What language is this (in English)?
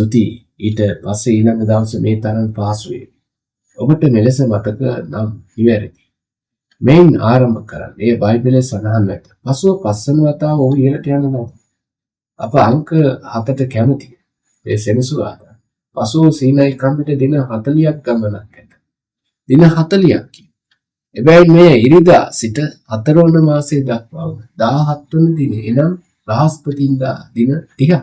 Sinhala